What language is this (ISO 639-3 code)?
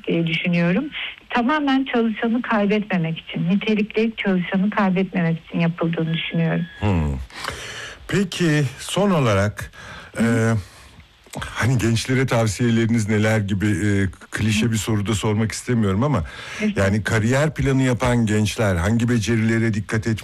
tur